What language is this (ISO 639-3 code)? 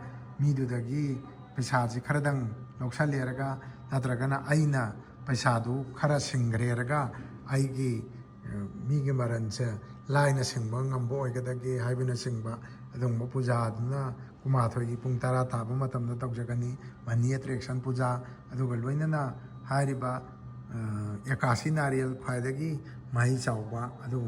mni